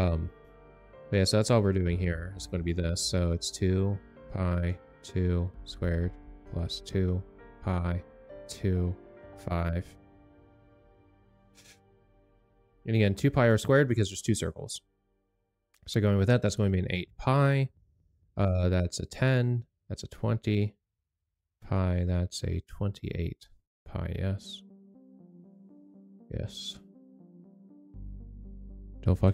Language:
English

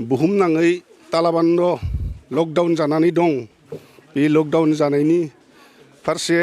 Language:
Bodo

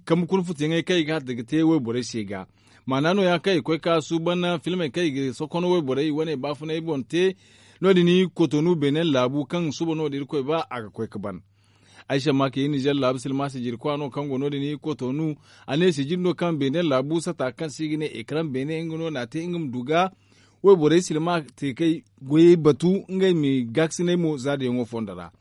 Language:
Zarma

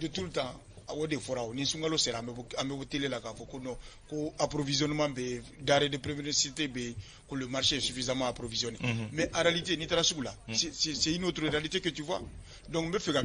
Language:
Bambara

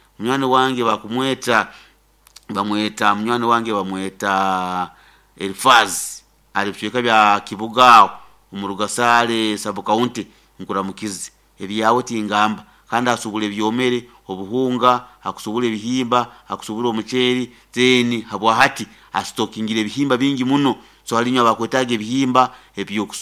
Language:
Nyoro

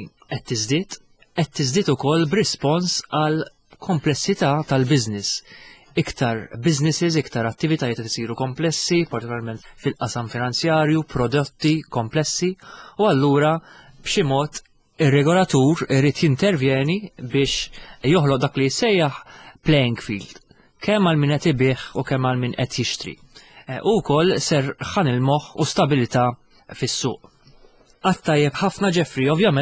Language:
Maltese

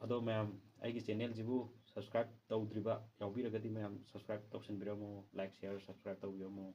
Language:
Manipuri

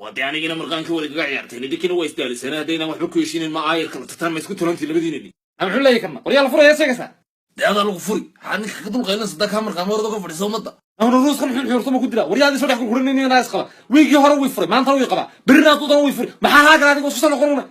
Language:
Somali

